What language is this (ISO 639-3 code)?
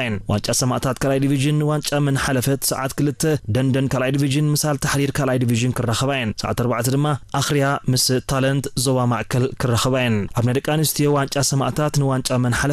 tir